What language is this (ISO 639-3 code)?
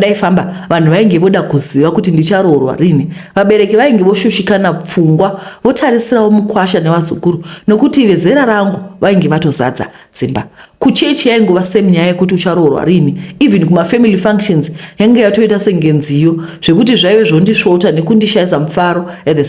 sna